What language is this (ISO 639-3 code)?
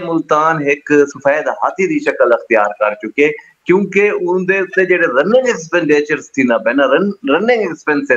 skr